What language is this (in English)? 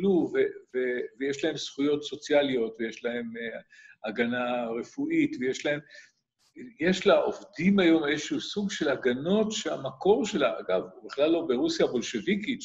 Hebrew